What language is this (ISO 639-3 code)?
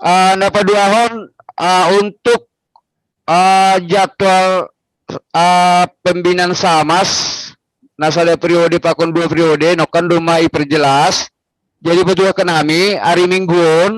bts